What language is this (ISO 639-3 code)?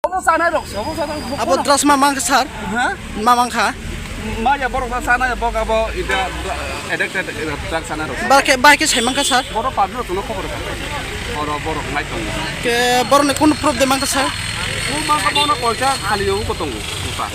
trp